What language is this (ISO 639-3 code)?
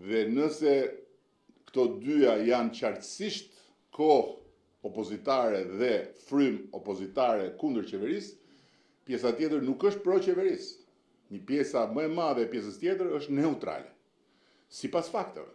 sqi